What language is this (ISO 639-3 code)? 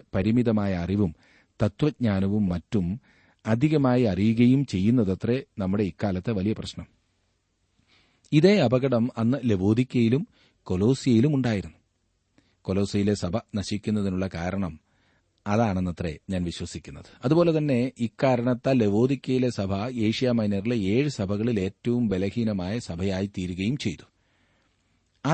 mal